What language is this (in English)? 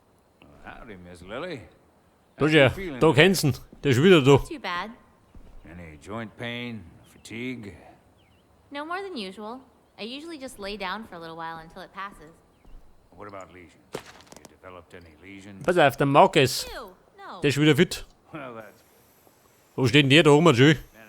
Bavarian